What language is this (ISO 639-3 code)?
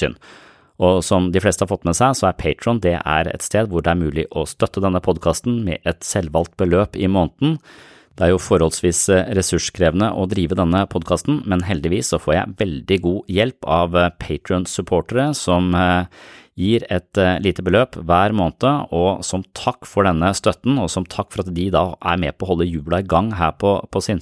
nor